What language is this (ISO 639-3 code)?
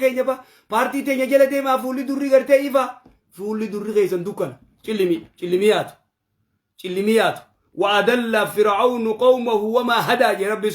orm